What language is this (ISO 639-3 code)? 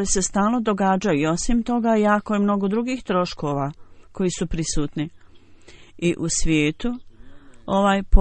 bos